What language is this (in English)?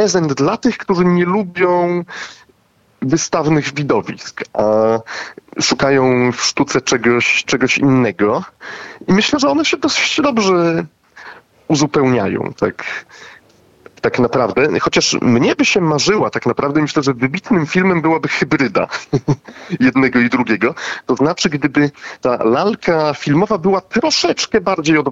Polish